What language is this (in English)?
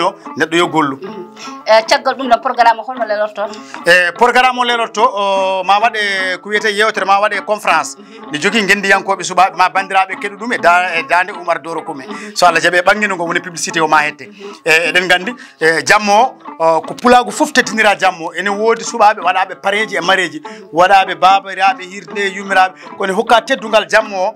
Fula